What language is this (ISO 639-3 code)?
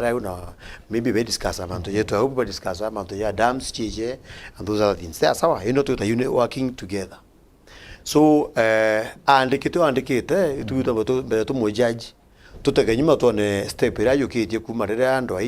mer